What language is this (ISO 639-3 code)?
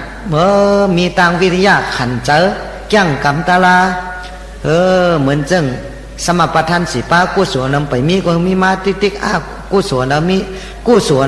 shn